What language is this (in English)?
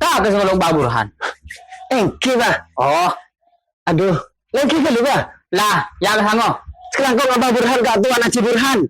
Madurese